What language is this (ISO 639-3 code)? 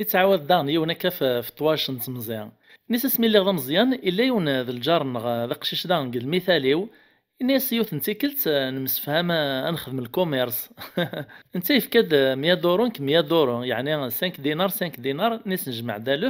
kab